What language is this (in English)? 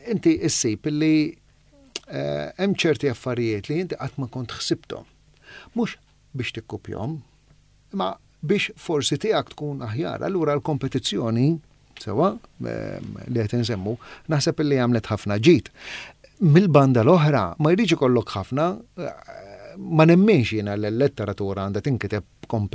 Maltese